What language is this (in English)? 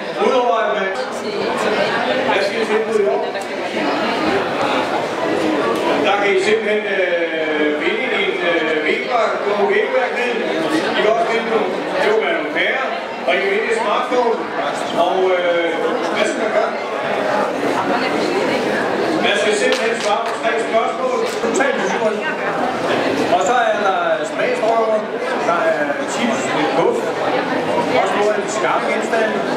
Danish